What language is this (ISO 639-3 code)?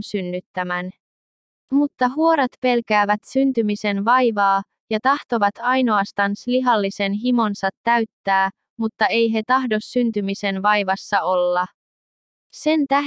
fin